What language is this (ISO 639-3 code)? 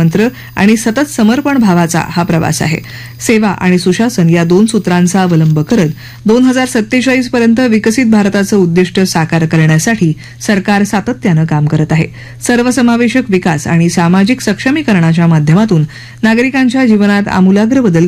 mar